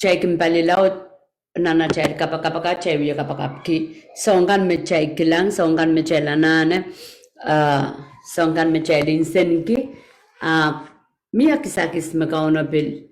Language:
Pohnpeian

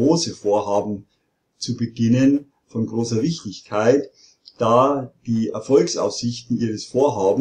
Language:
German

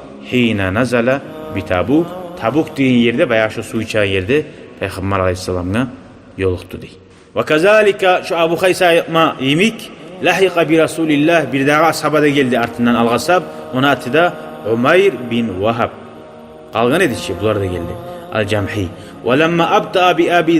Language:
Kumyk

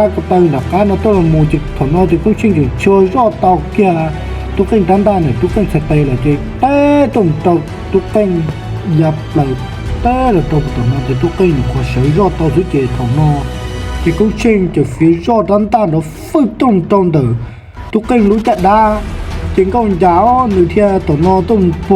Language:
Hmong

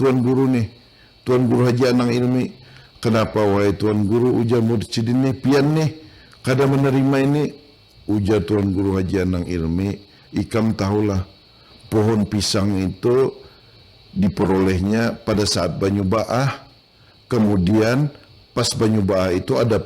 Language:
Banjar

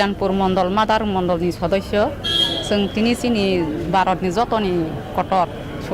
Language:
Kok Borok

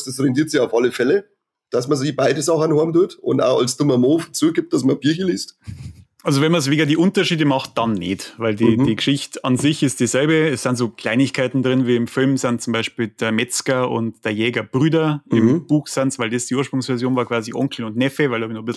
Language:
Bavarian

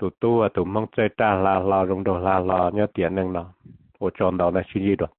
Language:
Hmong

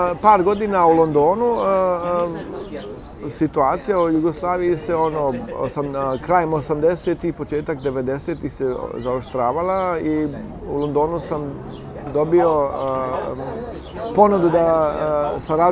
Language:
Bosnian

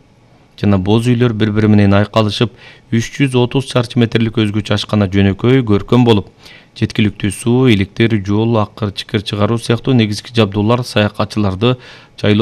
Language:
Kyrgyz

